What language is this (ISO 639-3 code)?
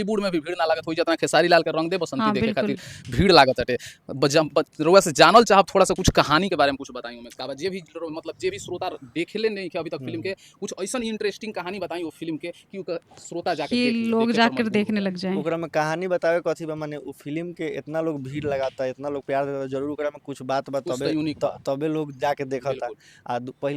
bho